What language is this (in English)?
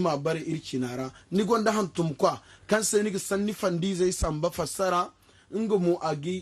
Zarma